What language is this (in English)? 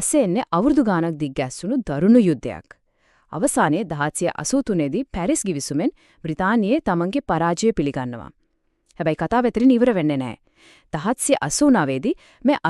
Sinhala